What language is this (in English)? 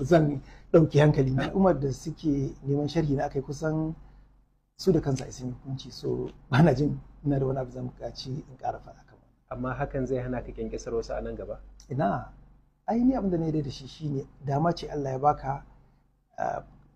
Hausa